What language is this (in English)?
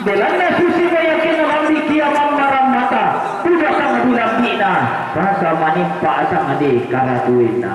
Toraja-Sa'dan